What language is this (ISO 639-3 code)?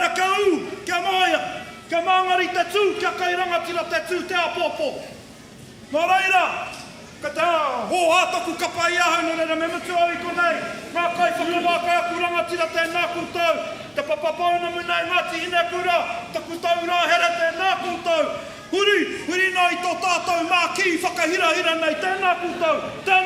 mri